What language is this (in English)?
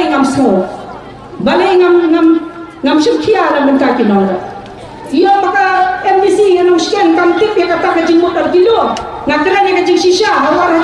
Khasi